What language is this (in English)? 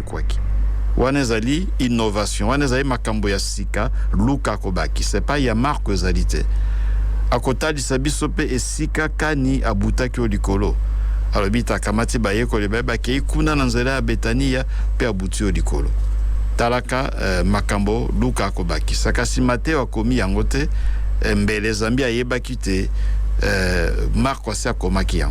Lingala